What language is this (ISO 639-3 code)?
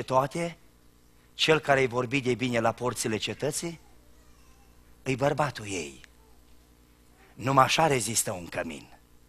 ron